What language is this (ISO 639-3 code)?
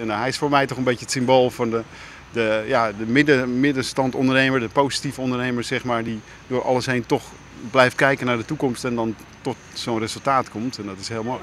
fry